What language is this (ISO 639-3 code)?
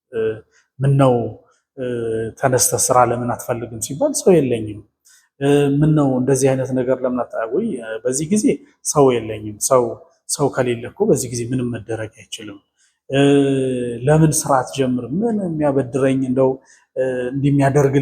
amh